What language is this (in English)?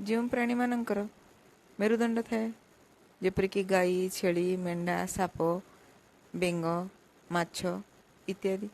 Odia